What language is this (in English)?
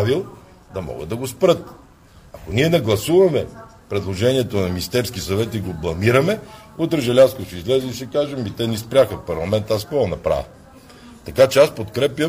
Bulgarian